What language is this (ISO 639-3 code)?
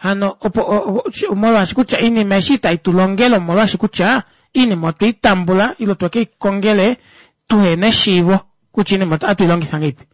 kua